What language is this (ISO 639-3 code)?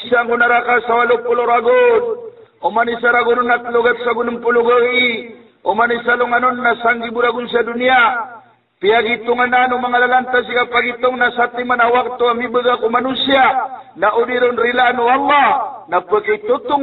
mrw